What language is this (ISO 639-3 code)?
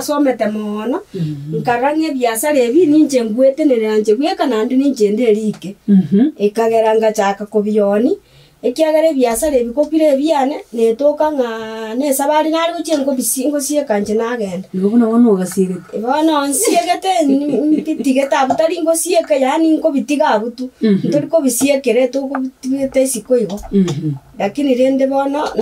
guz